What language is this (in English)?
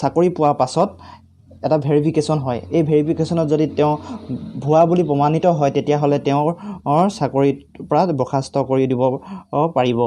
Assamese